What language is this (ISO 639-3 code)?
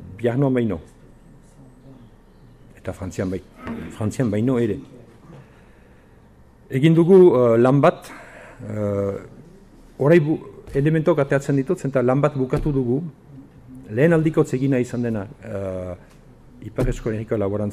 eus